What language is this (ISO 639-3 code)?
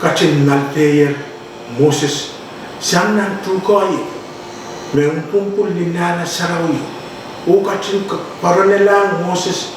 pon